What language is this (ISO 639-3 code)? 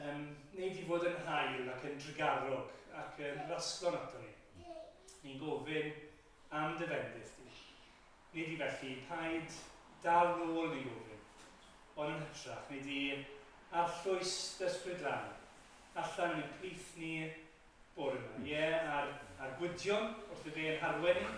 cym